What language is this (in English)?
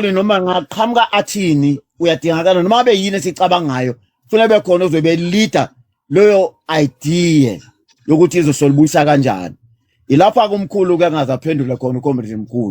Zulu